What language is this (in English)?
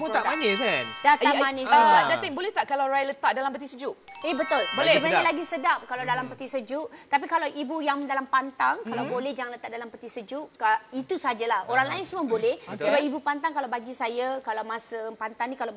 Malay